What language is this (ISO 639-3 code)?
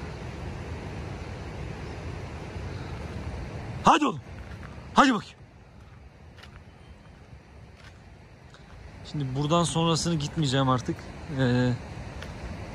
tur